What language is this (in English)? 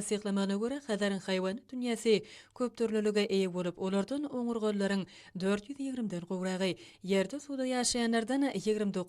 Turkmen